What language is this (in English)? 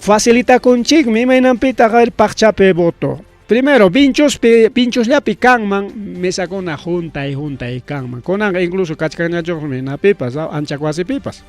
Ayacucho Quechua